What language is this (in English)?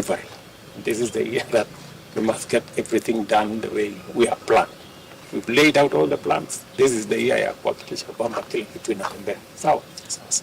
Kamba